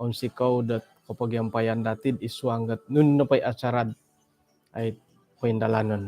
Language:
Central Dusun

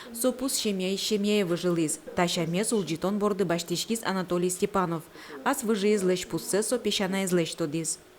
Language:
Udmurt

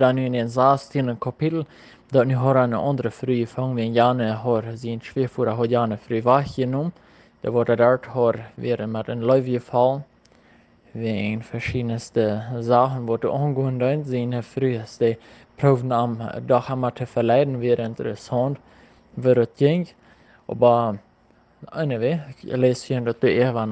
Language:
Plautdietsch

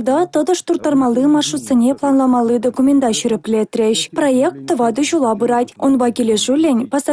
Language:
Chuvash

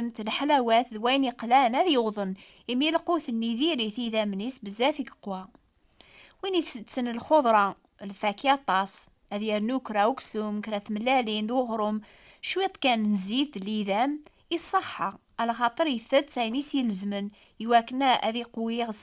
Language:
Kabyle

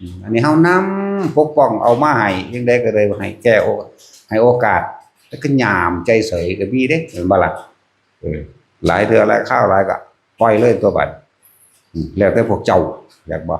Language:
Northeastern Thai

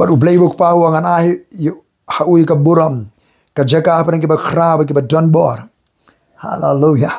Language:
Khasi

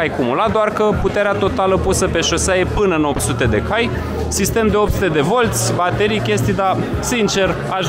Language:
Romanian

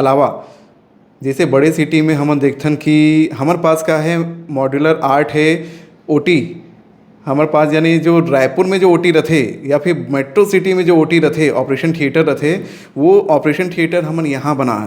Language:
Chhattisgarhi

